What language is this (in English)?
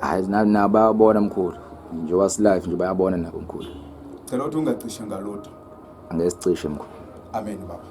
Zulu